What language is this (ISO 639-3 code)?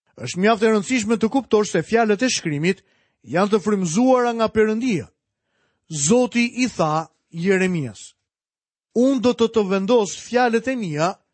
sqi